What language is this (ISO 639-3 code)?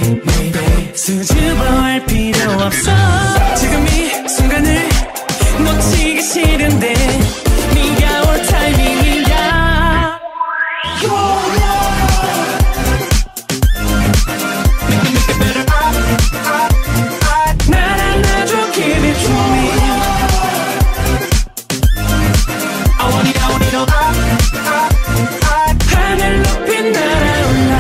kor